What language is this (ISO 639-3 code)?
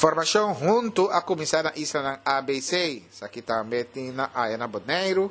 pap